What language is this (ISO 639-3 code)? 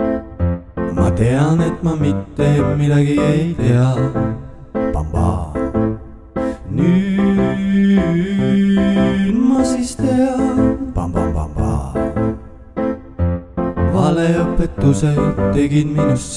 est